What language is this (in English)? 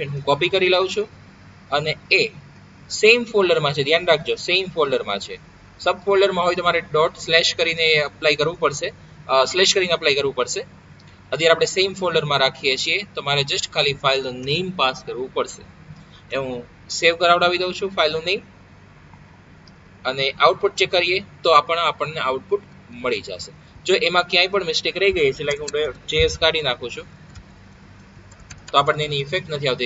Gujarati